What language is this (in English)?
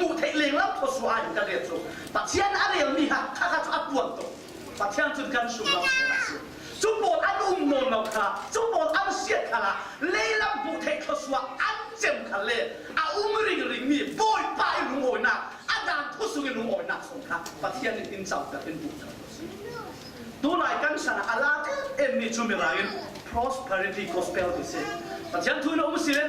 Falam Chin